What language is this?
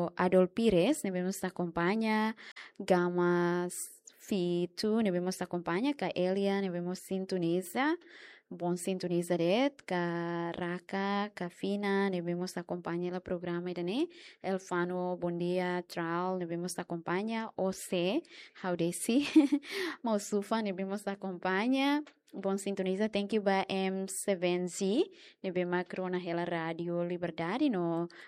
Tetum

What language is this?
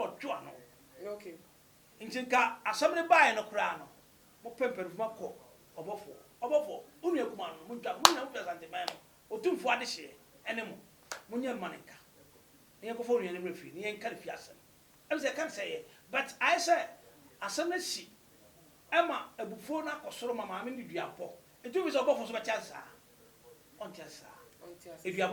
Akan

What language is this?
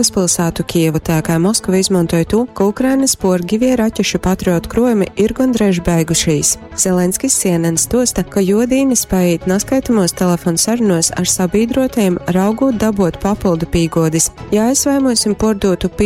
Latgalian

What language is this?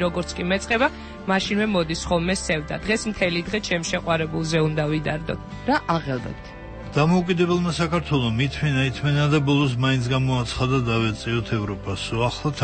Georgian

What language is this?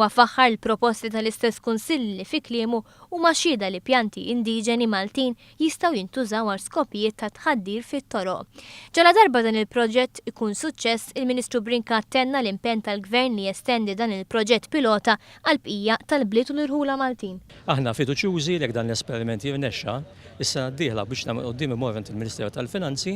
Maltese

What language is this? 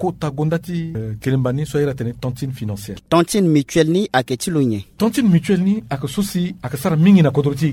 Sango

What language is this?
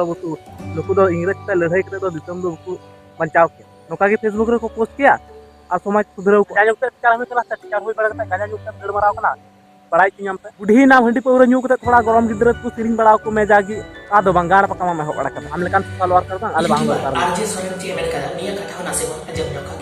Santali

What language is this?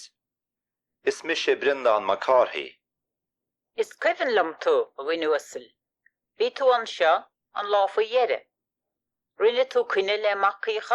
Irish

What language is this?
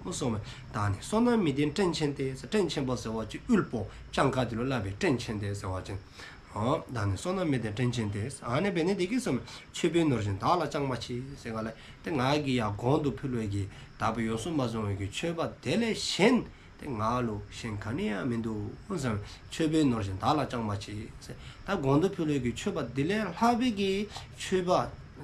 Dzongkha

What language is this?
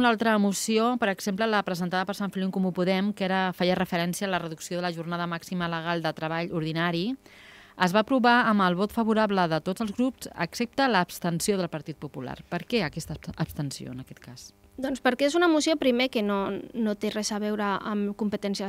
Catalan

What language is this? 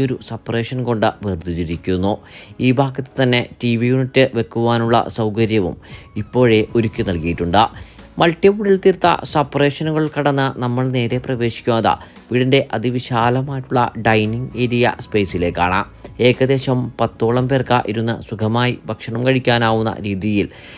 Malayalam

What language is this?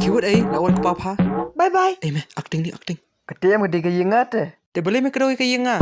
Khasi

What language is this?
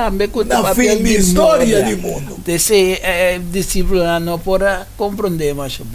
Papiamento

